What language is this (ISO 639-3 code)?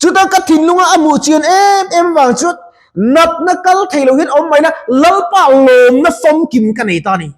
lus